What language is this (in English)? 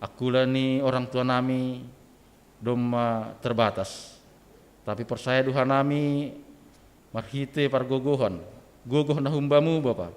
Batak Simalungun